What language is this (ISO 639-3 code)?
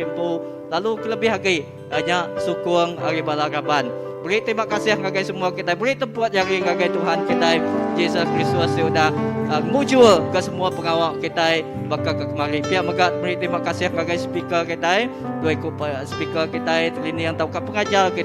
iba